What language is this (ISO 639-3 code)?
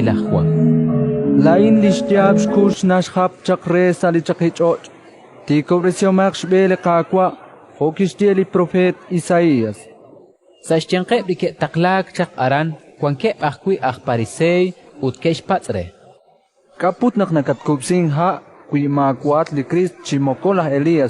kek